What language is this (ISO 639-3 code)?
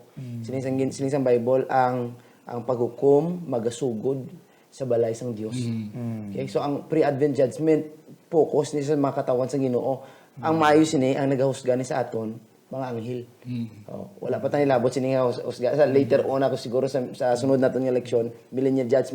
hil